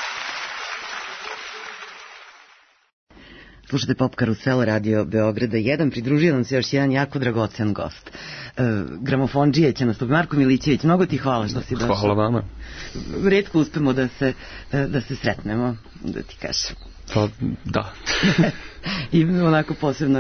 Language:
Serbian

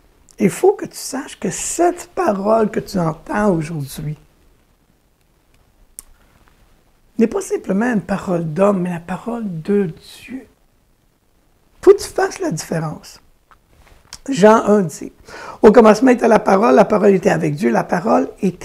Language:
French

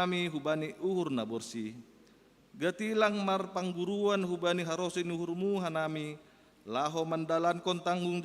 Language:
Batak Simalungun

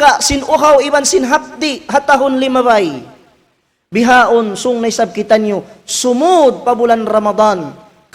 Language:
Tausug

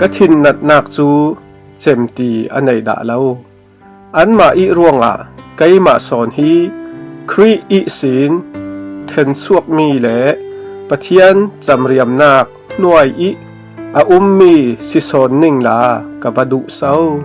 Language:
Falam Chin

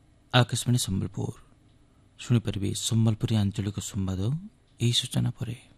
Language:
Odia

